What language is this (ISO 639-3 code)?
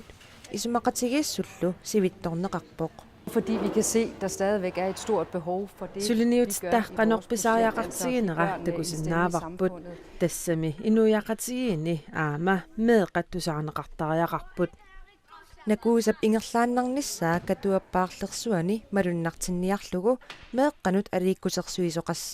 kal